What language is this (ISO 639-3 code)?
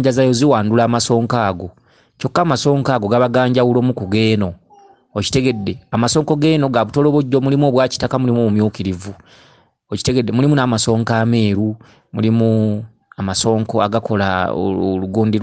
lug